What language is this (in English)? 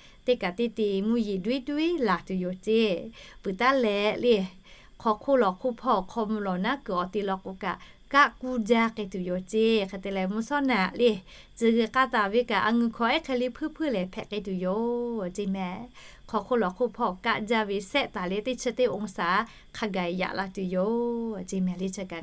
Lahu